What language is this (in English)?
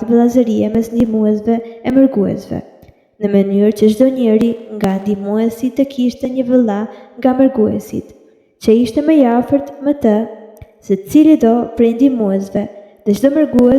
Albanian